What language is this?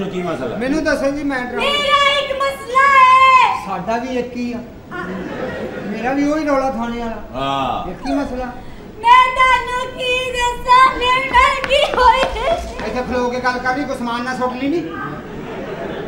Punjabi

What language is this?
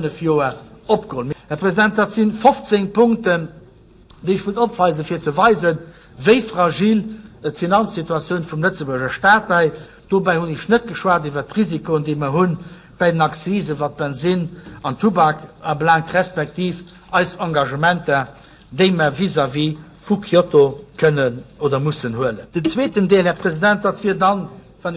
Luxembourgish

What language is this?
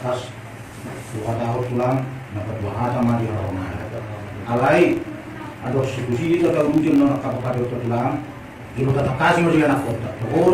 Batak Toba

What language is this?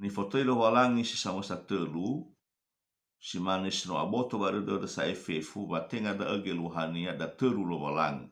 Nias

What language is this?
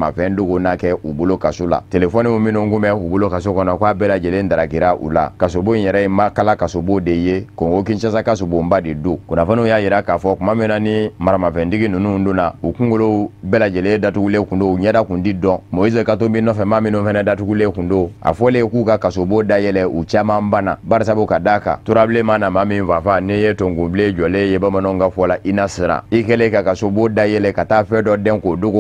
Bambara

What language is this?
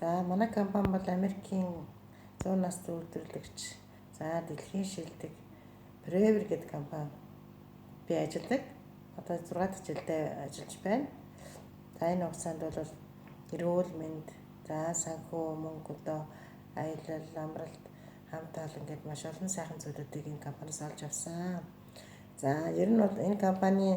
Mongolian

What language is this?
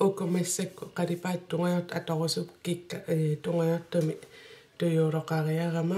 Kalaallisut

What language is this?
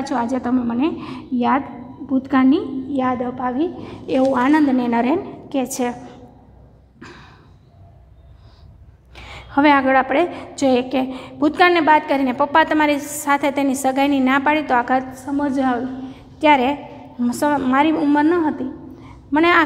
Gujarati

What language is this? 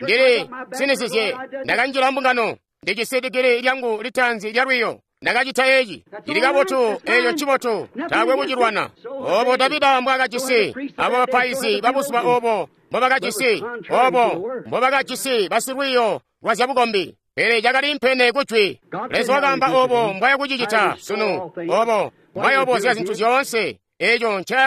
Tonga (Zambia)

